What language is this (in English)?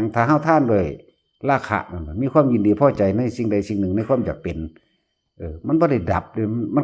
Lao